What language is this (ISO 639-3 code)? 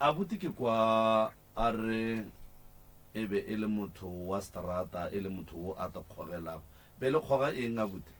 nso